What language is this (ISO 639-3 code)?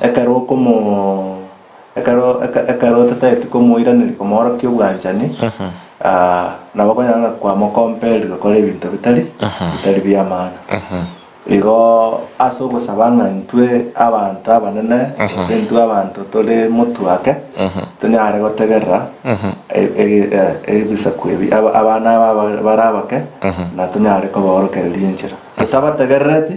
guz